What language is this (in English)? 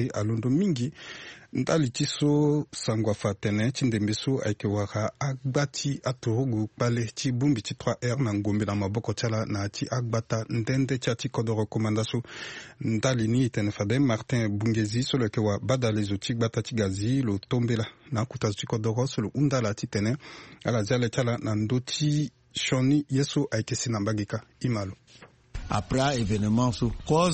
Sango